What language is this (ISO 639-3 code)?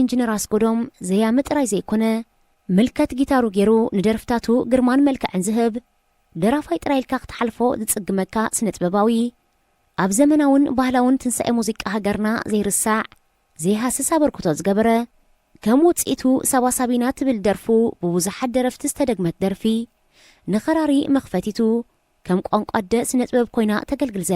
tir